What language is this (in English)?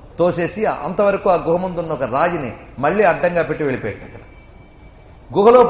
Telugu